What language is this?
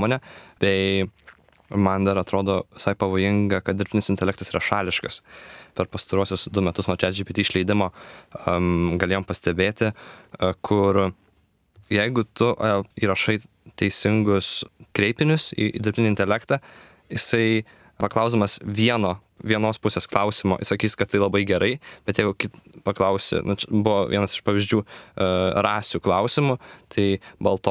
Lithuanian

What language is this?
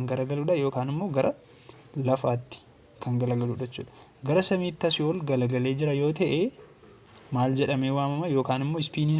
Oromo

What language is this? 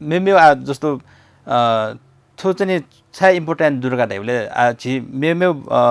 Newari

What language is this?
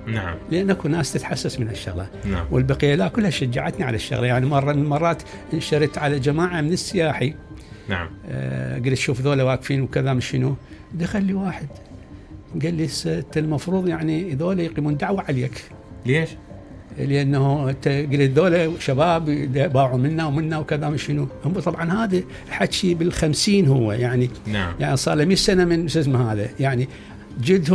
Mesopotamian Arabic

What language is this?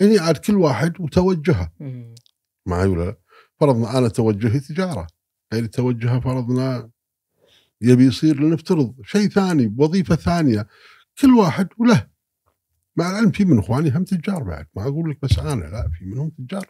Gulf Arabic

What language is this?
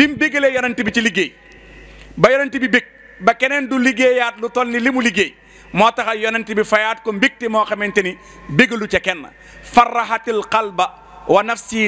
Wolof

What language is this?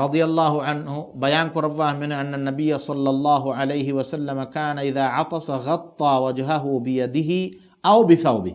Divehi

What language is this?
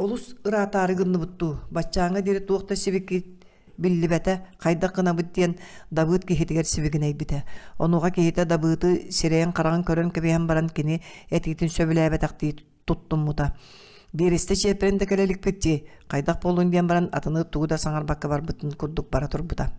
Yakut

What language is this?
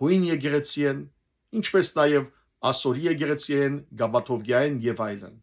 Western Armenian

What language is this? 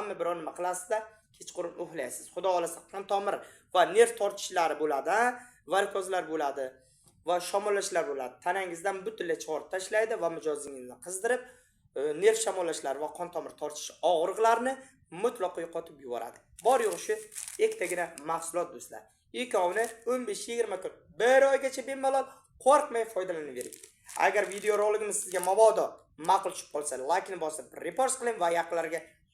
Uzbek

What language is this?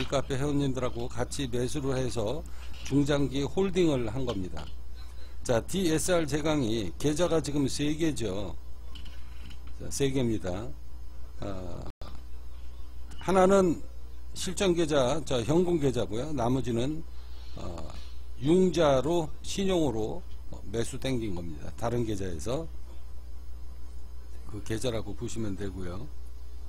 Korean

